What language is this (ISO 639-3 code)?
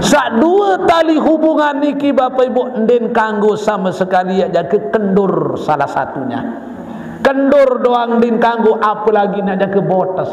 sas